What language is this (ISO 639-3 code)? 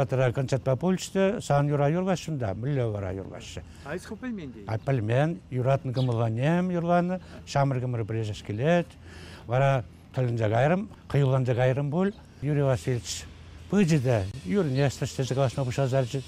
chv